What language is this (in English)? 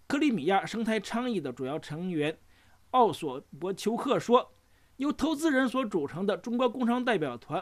Chinese